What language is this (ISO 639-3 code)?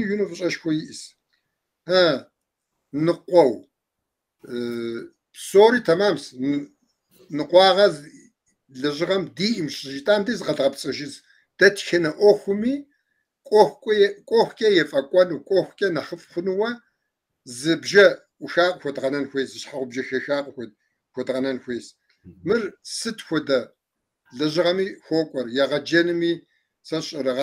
kbd